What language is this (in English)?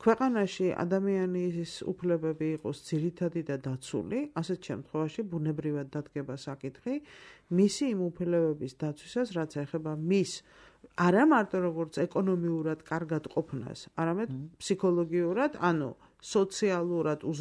Georgian